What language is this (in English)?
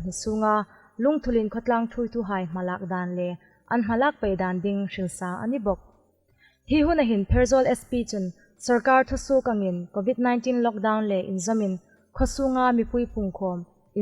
Hmar